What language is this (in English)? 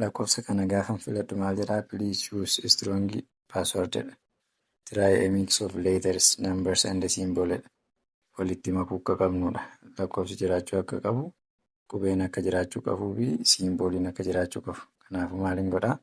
Oromo